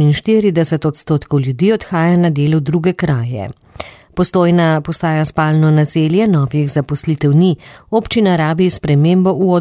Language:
Slovenian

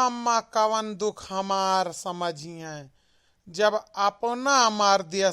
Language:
Awadhi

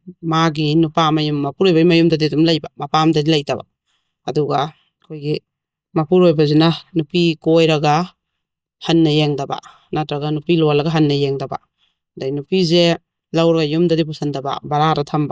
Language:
Manipuri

